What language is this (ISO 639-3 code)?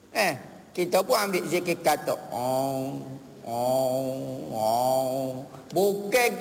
msa